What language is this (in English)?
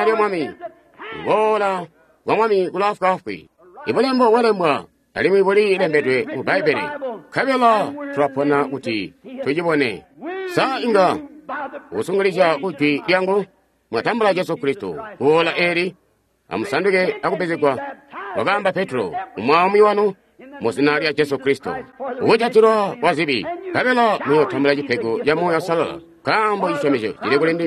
Tonga (Zambia)